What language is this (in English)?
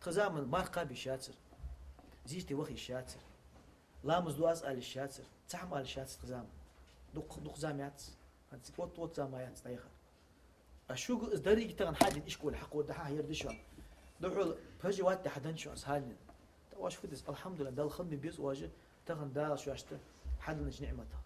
Ingush